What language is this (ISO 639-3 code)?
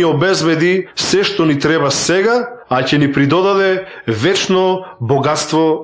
mkd